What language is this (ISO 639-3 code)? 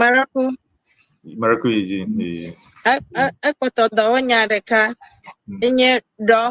ewe